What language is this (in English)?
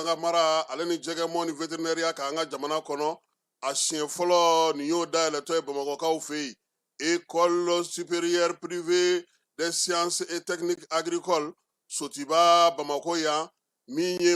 Bambara